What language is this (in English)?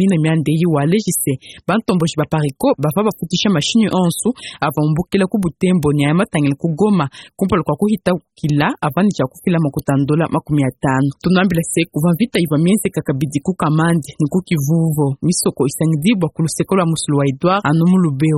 Luba-Lulua